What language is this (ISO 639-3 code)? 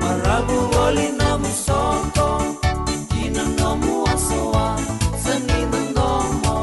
fij